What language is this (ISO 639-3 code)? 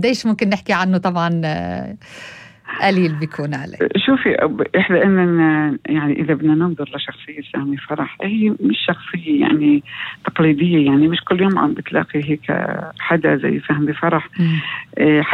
apc